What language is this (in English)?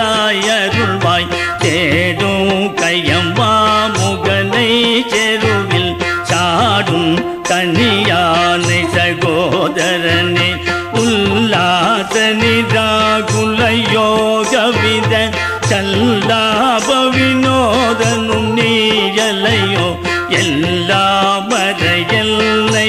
Tamil